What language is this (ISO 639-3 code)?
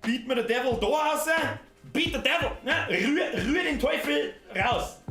bar